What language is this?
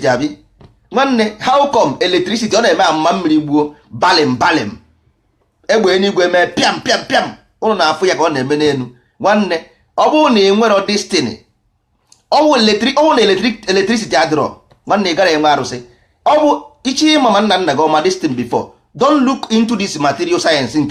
Igbo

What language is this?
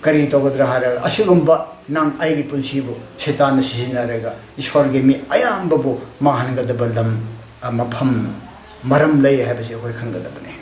Manipuri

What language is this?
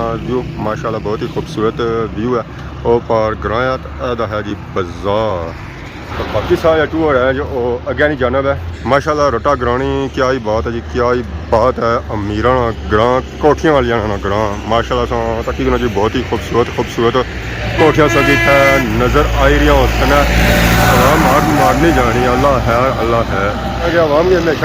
Pahari-Potwari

